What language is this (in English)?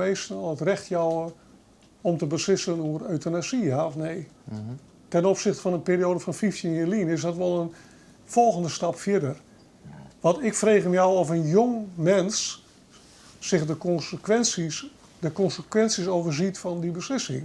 Western Frisian